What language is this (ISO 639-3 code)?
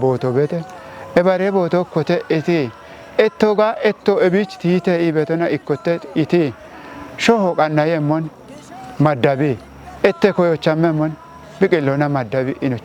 kbr